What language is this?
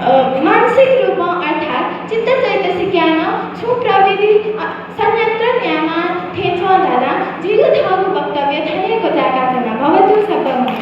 Newari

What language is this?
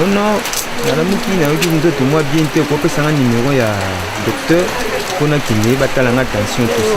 Lingala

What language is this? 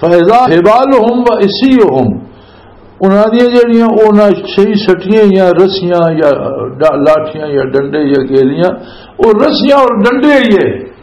Western Panjabi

